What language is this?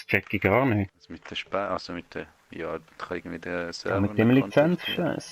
Swiss German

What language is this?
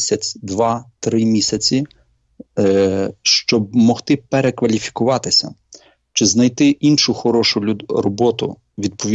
Ukrainian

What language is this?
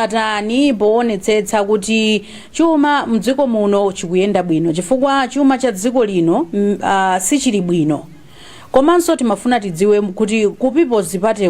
Nyanja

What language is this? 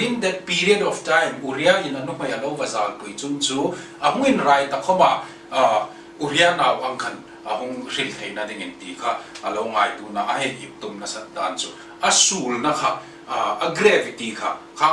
Hmar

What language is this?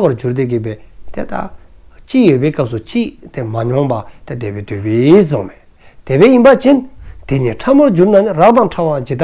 Dzongkha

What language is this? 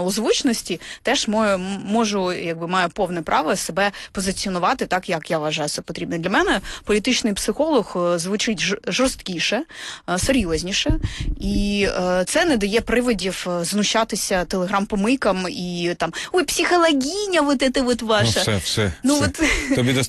Ukrainian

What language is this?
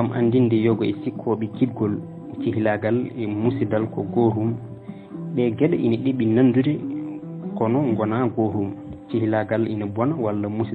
Fula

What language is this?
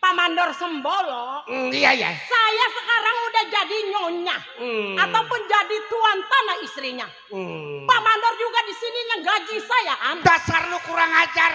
Betawi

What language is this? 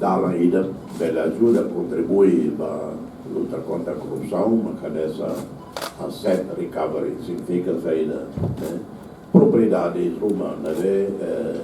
Tetum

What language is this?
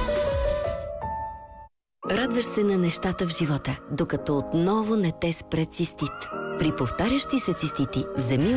Bulgarian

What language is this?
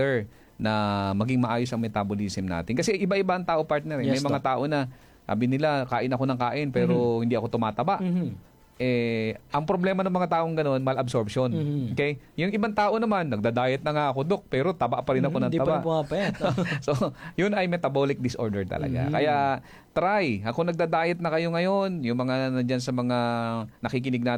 Filipino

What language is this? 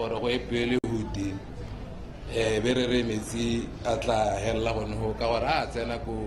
Tswana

